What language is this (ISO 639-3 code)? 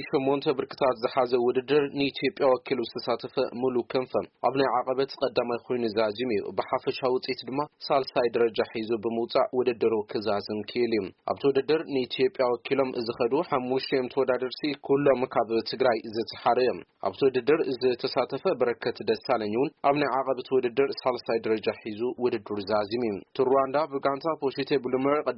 tir